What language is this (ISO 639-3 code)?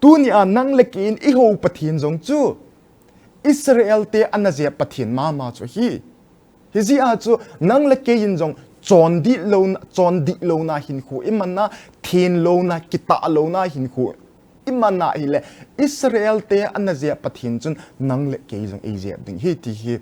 tcz